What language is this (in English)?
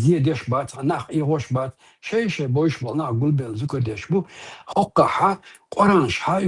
Chechen